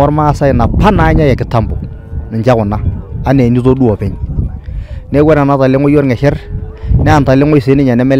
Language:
Masai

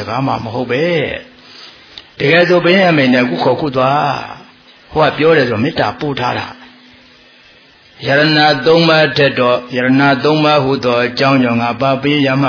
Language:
Burmese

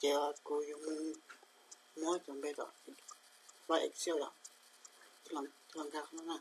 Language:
Hmong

